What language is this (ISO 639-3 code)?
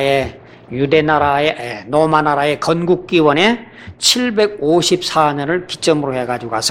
kor